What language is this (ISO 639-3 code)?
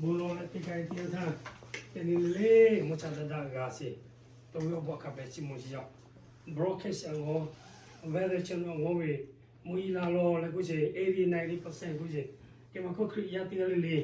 lhu